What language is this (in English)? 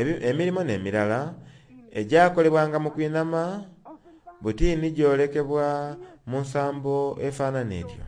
Soga